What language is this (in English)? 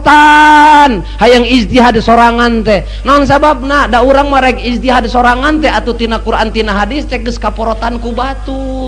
Sundanese